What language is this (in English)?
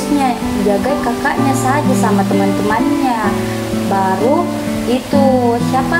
Makassar Malay